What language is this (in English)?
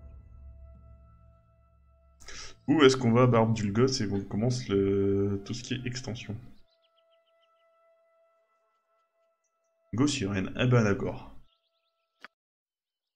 French